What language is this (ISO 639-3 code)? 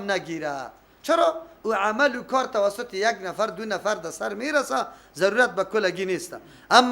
fas